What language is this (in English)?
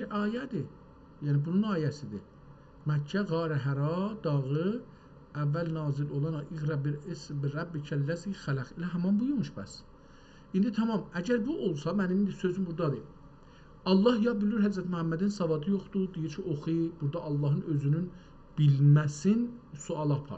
South Azerbaijani